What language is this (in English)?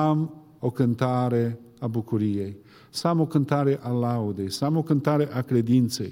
Romanian